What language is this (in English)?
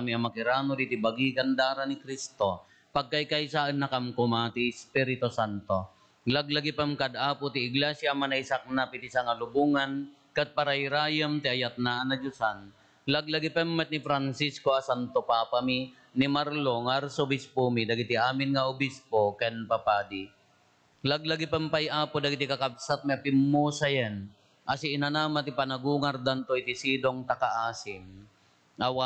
Iloko